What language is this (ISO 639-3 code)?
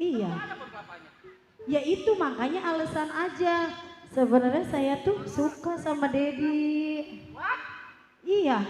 bew